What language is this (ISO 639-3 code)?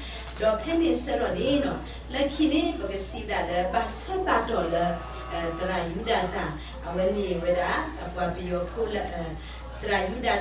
ksw